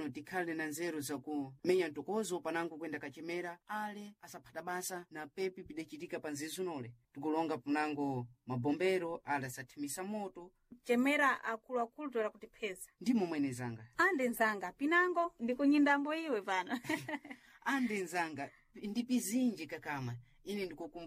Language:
Sena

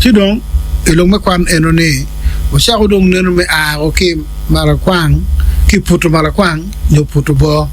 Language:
Acoli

